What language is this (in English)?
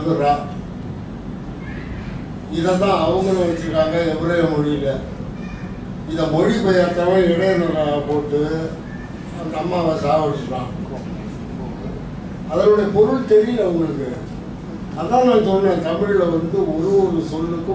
Tamil